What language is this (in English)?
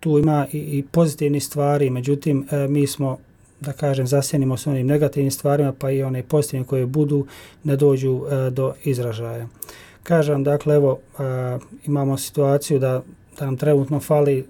Bosnian